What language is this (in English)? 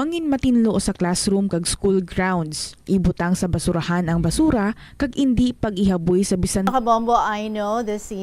Hiligaynon